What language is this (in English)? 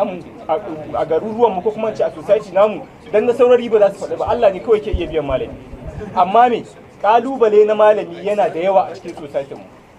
Hausa